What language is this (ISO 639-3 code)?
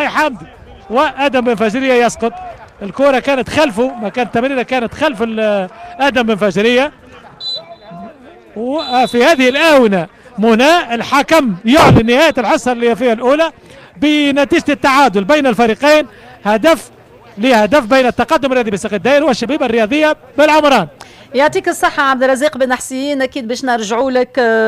aeb